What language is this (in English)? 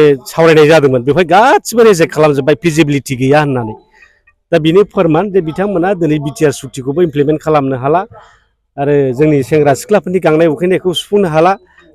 Bodo